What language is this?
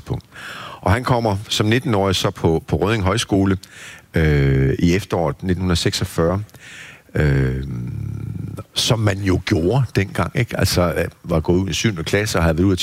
Danish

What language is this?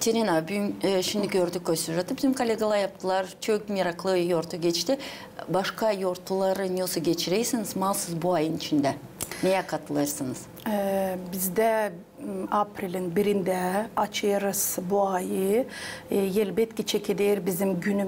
Gagauz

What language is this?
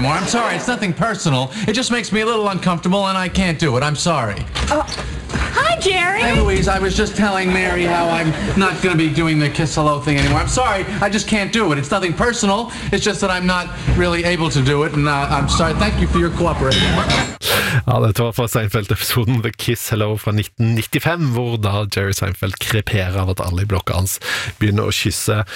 Norwegian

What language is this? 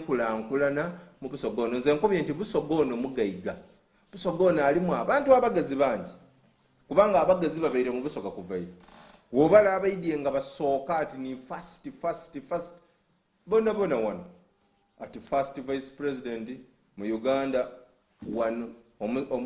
Soga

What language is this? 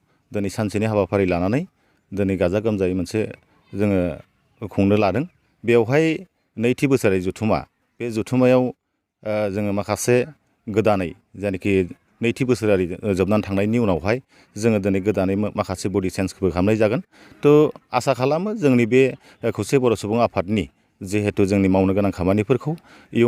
Bodo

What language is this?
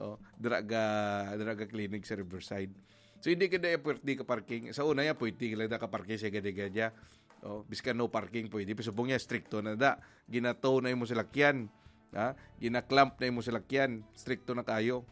Hiligaynon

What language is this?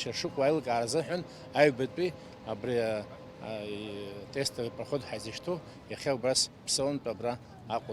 Abkhazian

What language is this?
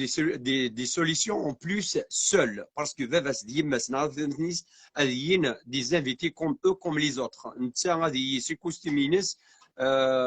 Kabyle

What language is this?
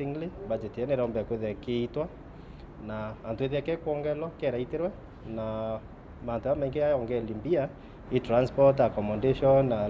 Meru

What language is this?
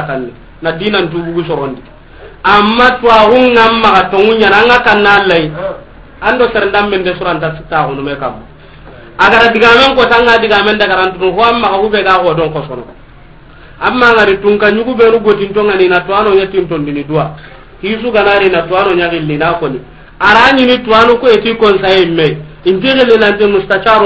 Soninke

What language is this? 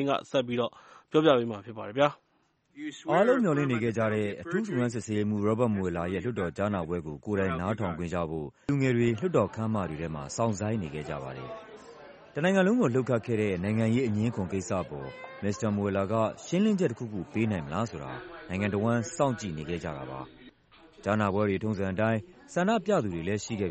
Burmese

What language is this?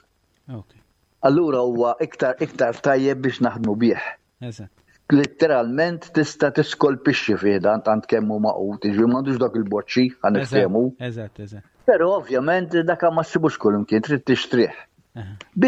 Maltese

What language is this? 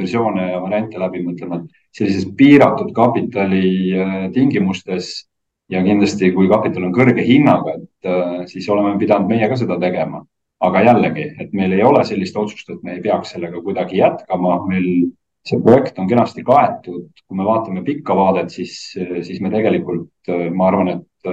Estonian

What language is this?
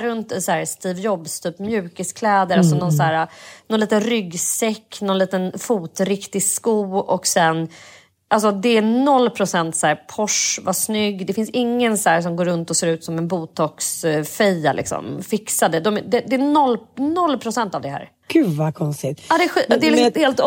Swedish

